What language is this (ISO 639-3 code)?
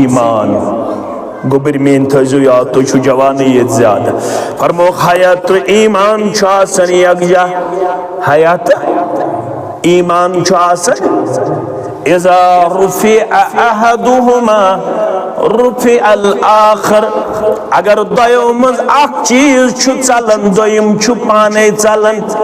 kas